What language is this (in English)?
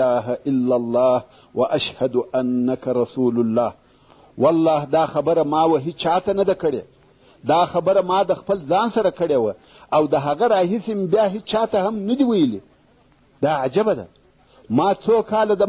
Pashto